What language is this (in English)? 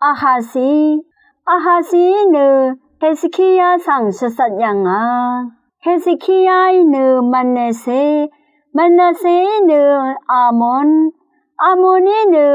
Rawang